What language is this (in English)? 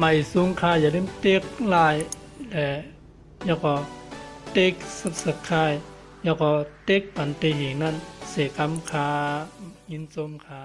Shan